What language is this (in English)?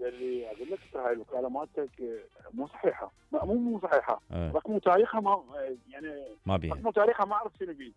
Mesopotamian Arabic